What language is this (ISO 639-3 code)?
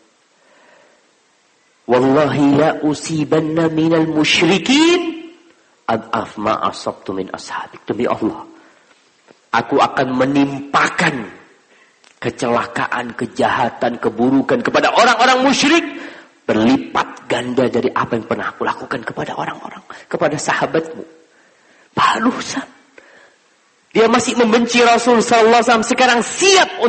ind